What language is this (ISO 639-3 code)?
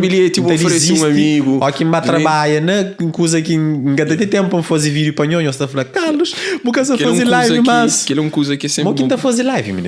kea